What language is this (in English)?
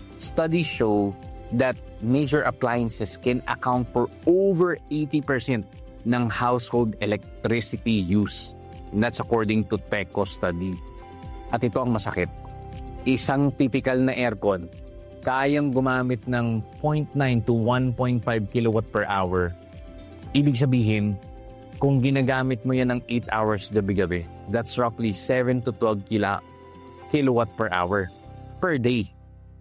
Filipino